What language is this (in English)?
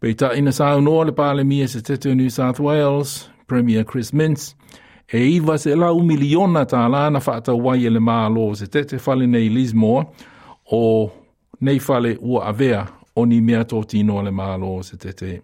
Samoan